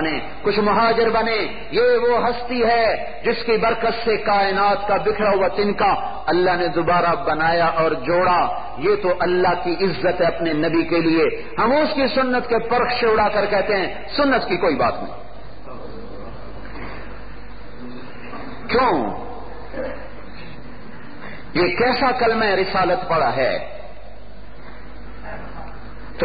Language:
Urdu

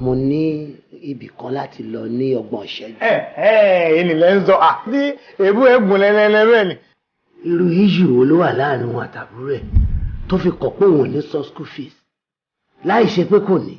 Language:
Yoruba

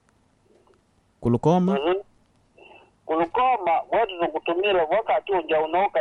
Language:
Swahili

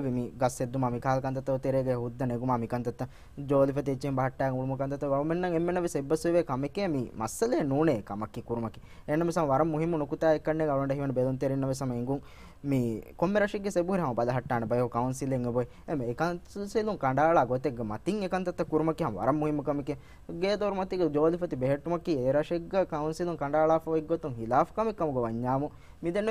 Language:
Divehi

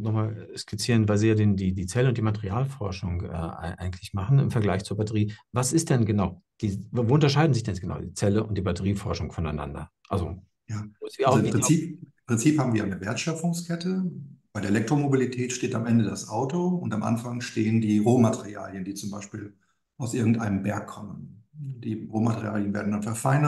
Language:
German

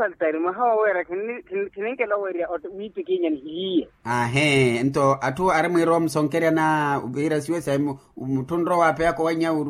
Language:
Makhuwa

